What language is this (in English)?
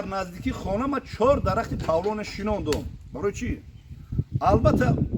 Tajik